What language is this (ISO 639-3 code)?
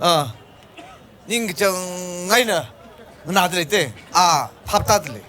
nmf